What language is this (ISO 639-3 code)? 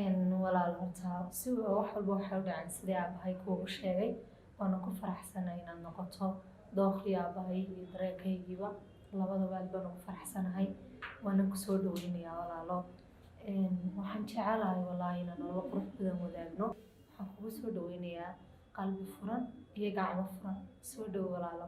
som